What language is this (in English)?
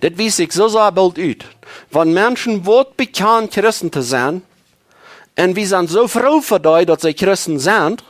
Plautdietsch